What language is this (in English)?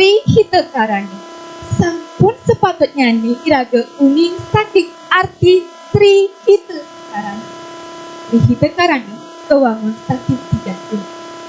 Balinese